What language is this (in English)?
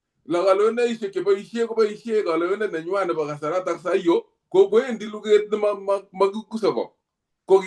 Kalenjin